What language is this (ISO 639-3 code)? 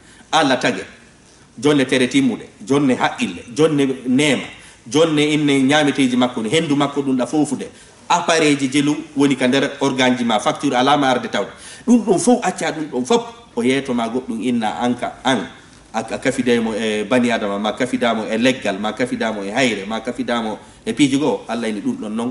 ful